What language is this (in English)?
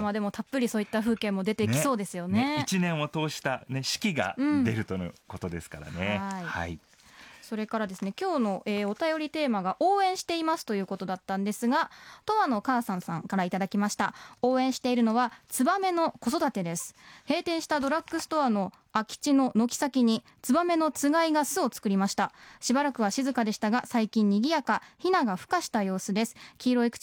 Japanese